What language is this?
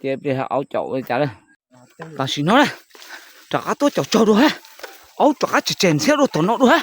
Hmong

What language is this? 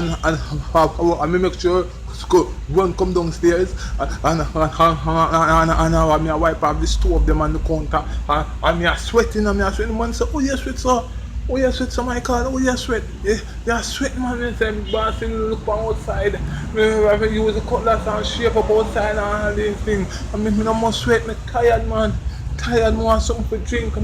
Jamaican Creole English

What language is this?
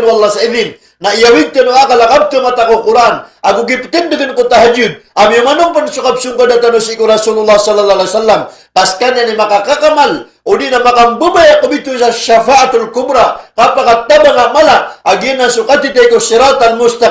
Maranao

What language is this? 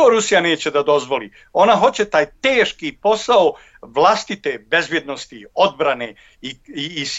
Bosnian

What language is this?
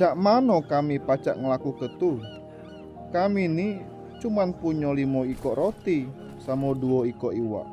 Musi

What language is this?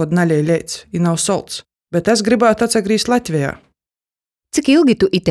Latgalian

